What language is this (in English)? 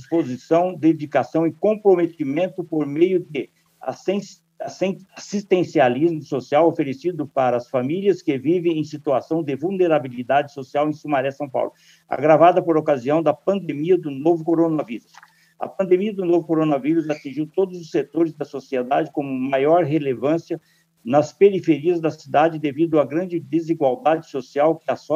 Portuguese